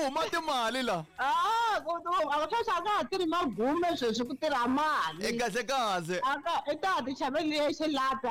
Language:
Tsonga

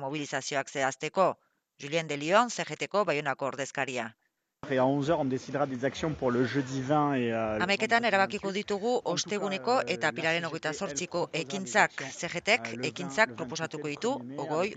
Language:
Basque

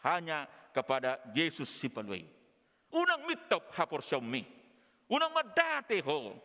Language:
Batak Toba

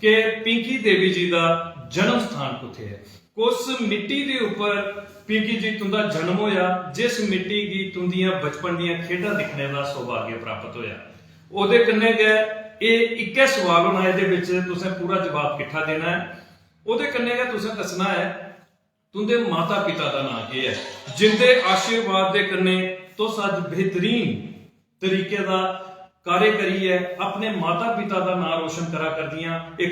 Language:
Dogri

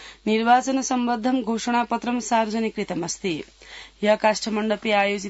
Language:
Sanskrit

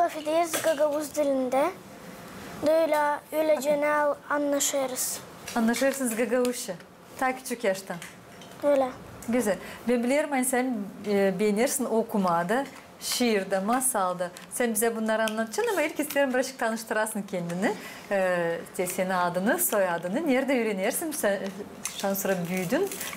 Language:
Gagauz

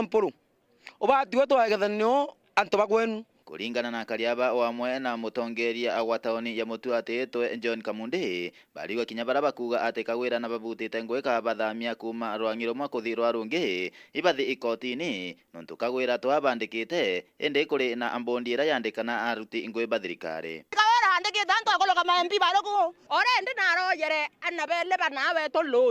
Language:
Meru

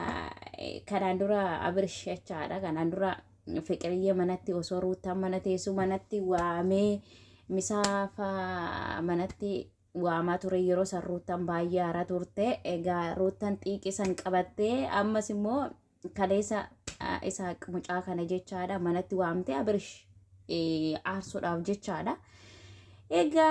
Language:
Oromo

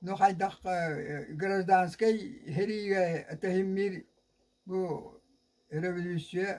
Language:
Yakut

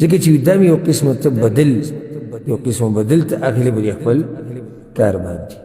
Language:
Pashto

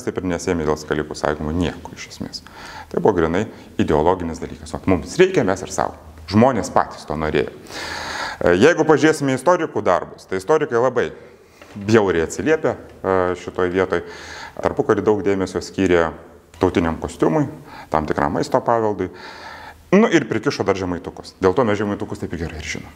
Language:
Lithuanian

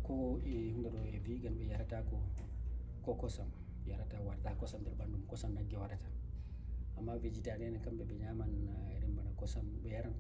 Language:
Fula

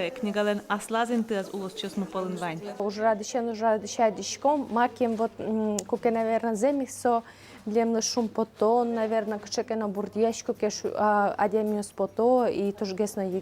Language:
Udmurt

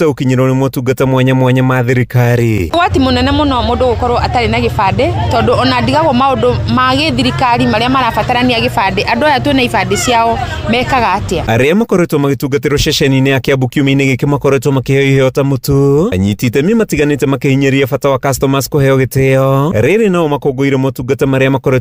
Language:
Kikuyu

